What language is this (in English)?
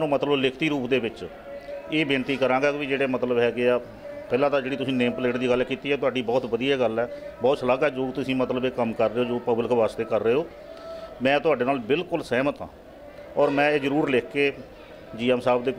Punjabi